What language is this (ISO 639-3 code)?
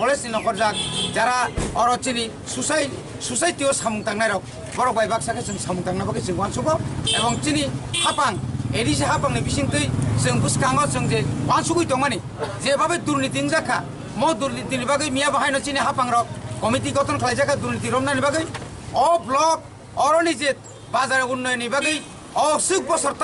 trp